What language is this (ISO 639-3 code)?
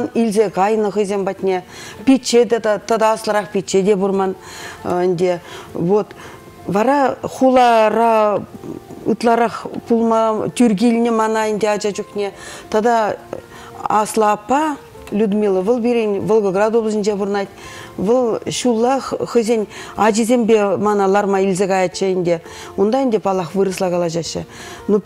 chv